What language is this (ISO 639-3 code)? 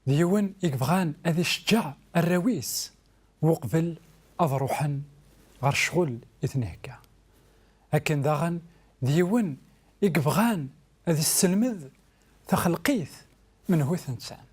kab